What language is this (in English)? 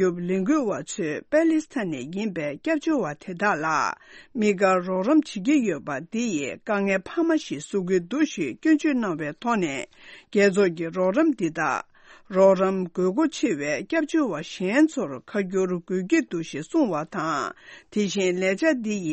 Tibetan